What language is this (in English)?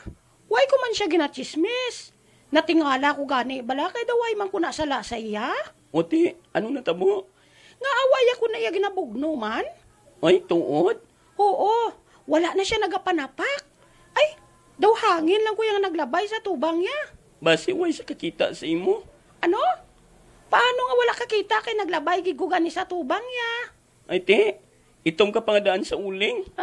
Hiligaynon